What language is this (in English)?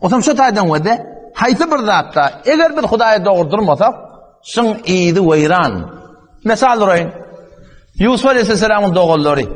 Turkmen